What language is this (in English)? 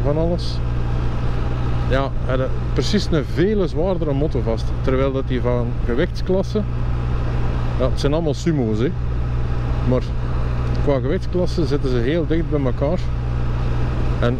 Dutch